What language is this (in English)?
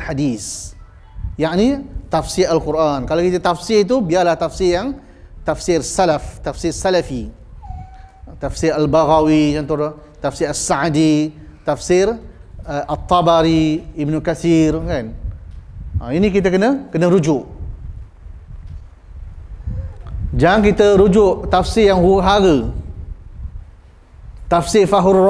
Malay